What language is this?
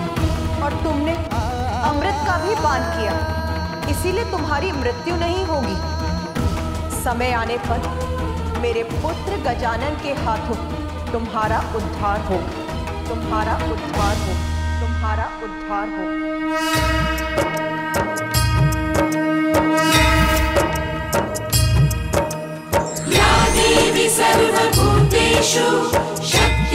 Hindi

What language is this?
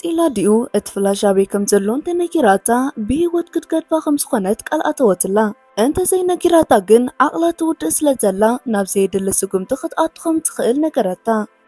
Tigrinya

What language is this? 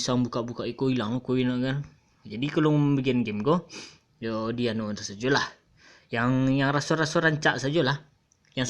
Minangkabau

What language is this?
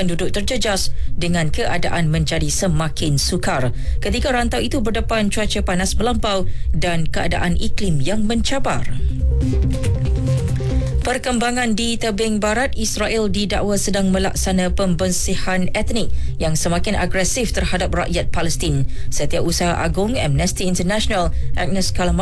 Malay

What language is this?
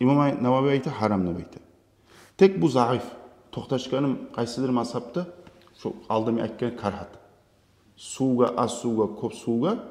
Kumyk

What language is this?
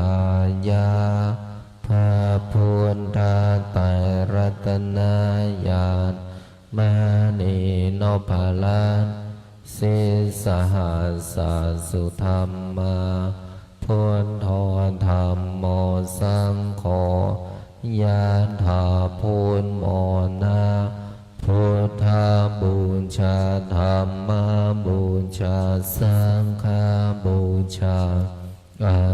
Pali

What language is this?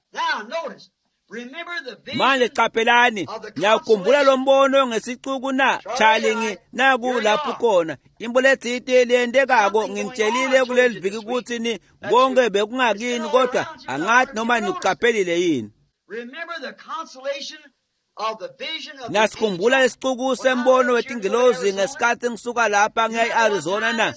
Swati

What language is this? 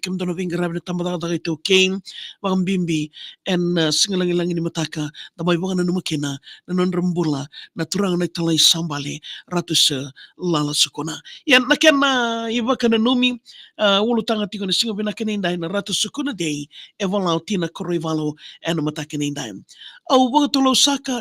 Fijian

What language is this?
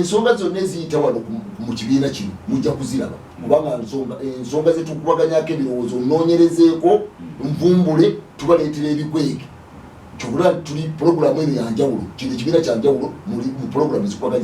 Ganda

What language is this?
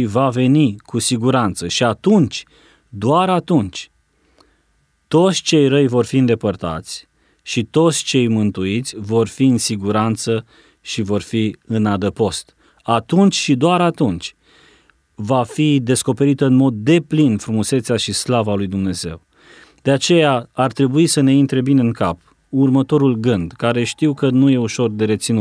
Romanian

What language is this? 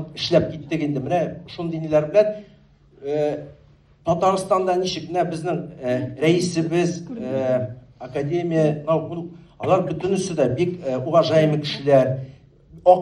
Tatar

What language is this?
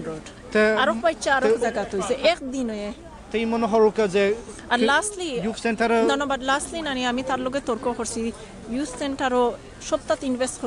Sylheti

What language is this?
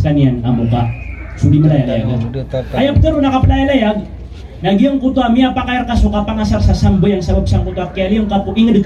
Maranao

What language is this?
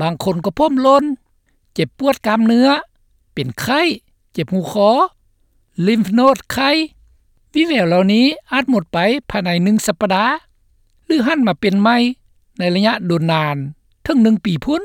Lao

